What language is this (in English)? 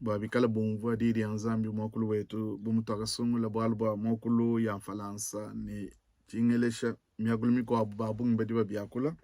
Luba-Lulua